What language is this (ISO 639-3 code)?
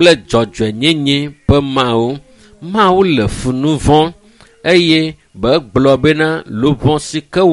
ewe